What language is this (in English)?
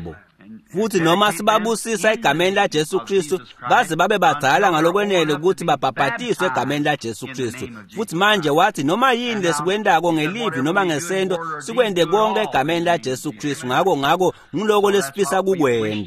Swati